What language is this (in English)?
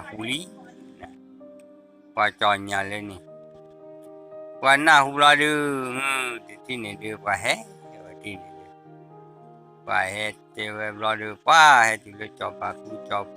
S'gaw Karen